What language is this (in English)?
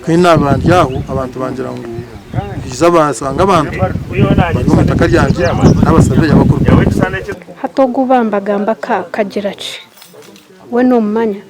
Nyankole